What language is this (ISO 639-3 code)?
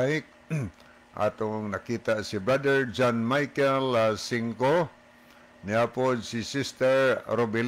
ceb